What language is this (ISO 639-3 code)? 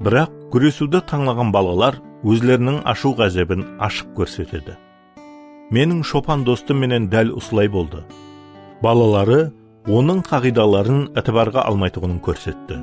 kaa